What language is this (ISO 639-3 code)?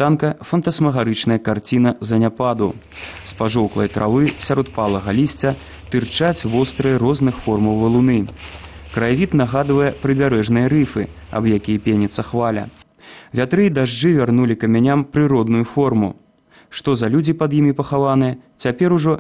bel